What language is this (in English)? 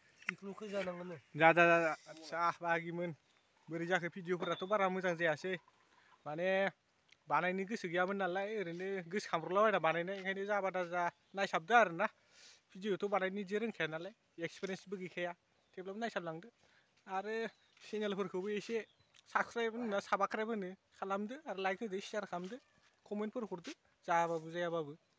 Bodo